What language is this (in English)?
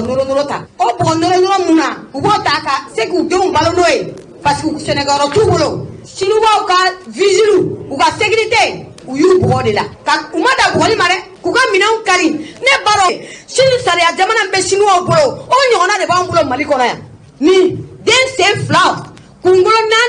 Bambara